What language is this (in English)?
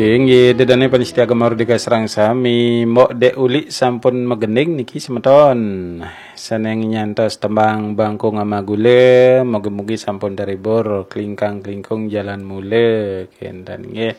Balinese